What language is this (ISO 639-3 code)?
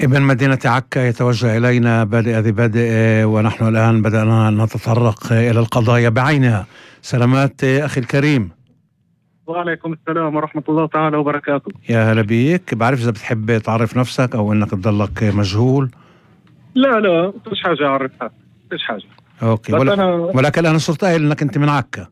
apc